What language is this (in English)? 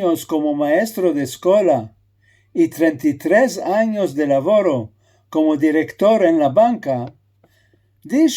Ladino